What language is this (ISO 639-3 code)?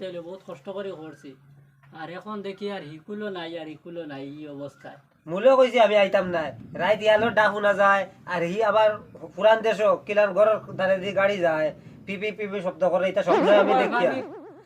syl